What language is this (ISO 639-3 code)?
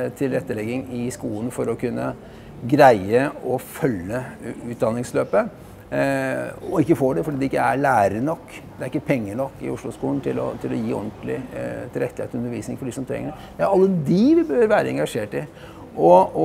nor